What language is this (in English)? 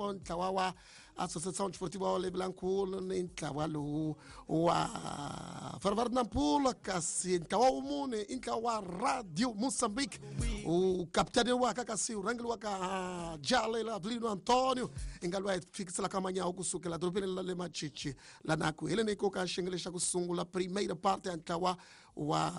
Tsonga